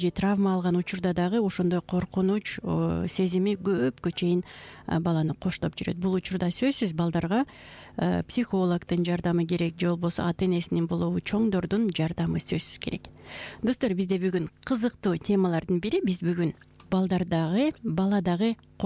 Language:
Kyrgyz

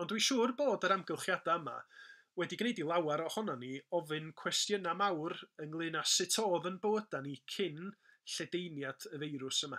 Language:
Welsh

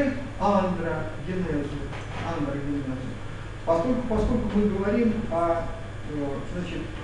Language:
Russian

